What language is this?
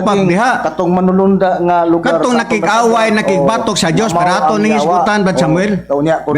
Cebuano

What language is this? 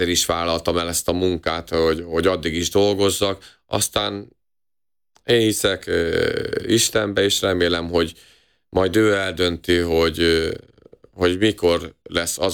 Hungarian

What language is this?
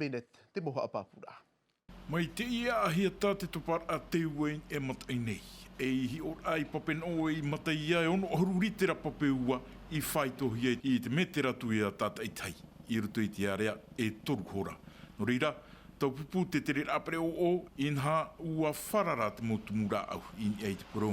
Tahitian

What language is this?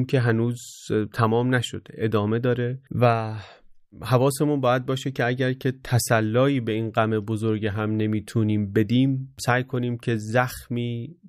Persian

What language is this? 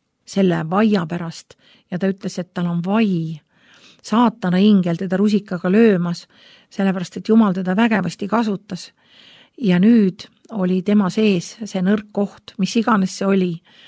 Estonian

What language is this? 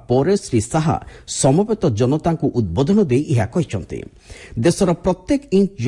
Odia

